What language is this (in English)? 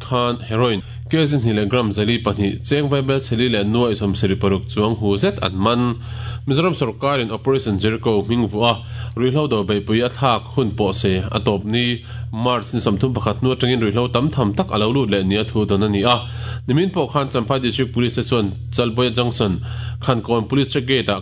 Mizo